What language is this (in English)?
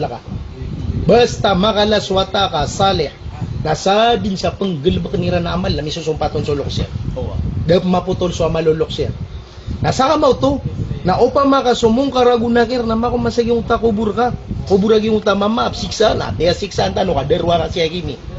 Maranao